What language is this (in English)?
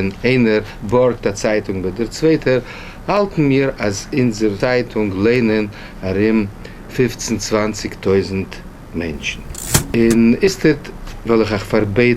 Yiddish